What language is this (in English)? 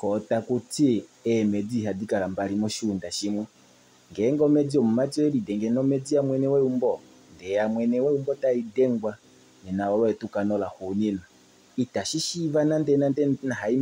Kuanyama